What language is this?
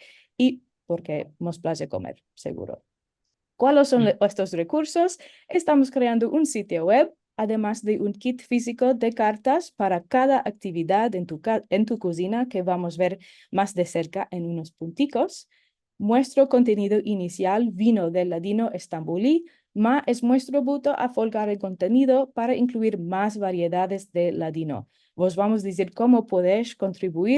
Ladino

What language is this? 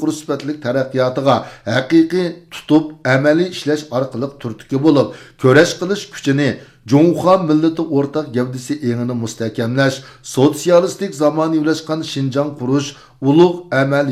Uyghur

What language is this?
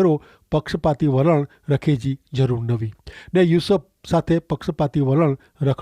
Kachhi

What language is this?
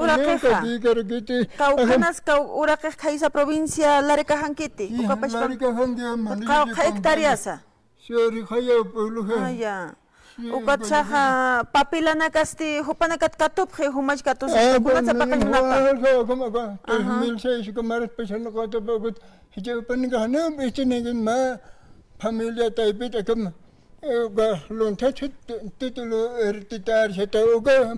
Aymara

